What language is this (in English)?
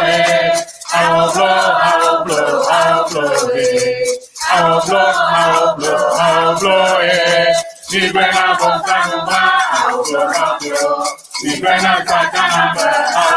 Ewe